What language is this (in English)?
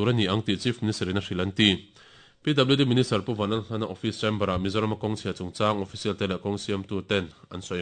Mizo